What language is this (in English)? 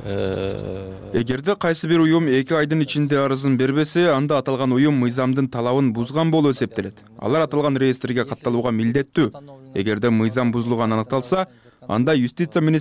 Kyrgyz